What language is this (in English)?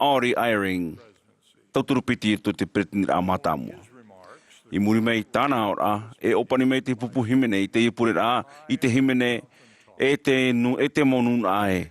Tahitian